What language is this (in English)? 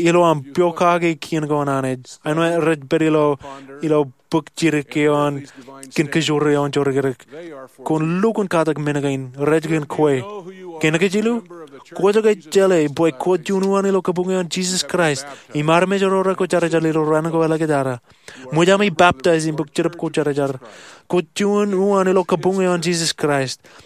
Marshallese